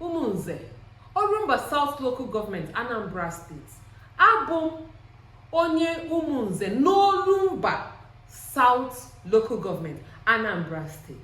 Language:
Igbo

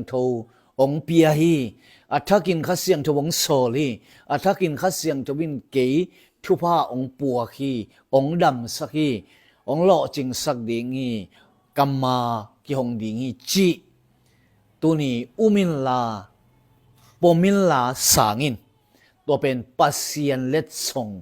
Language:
Tedim Chin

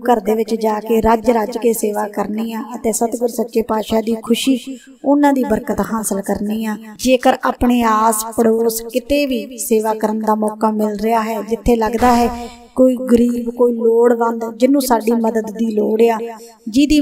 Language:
Punjabi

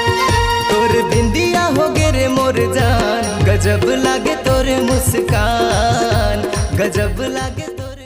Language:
Chhattisgarhi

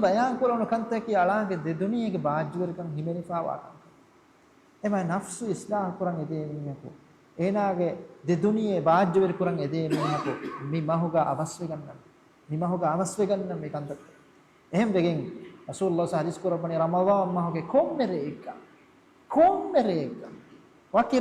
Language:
Divehi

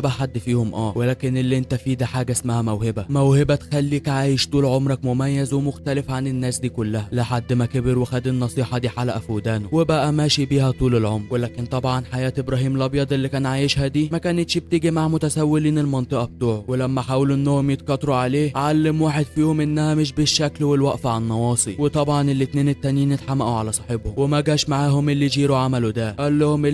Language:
Egyptian Arabic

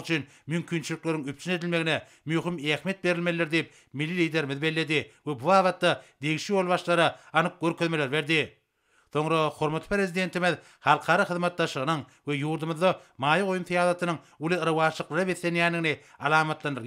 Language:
Turkmen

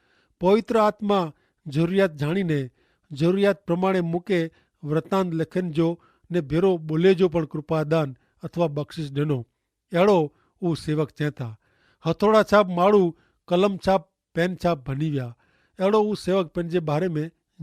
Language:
Kachhi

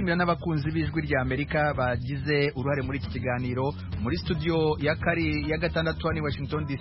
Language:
Kinyarwanda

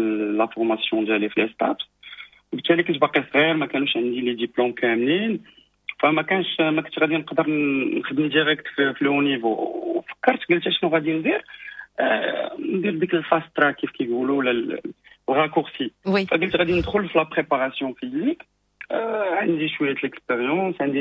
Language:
Moroccan Arabic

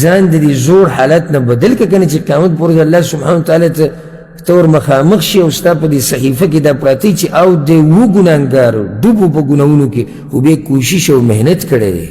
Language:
Pashto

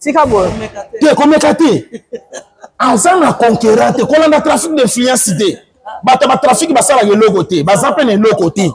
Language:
Lingala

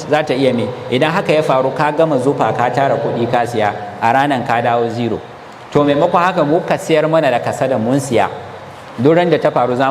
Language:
Hausa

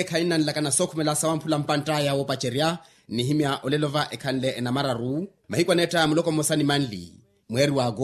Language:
Makhuwa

